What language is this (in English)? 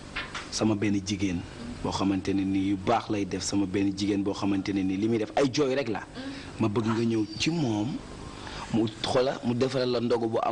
Wolof